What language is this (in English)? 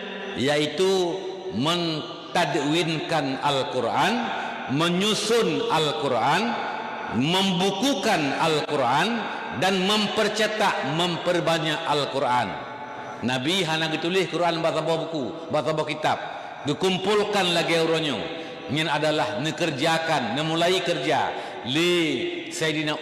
Achinese